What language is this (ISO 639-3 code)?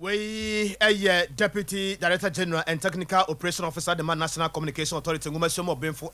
aka